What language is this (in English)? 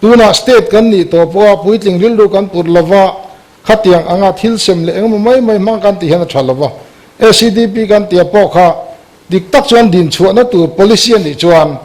Mizo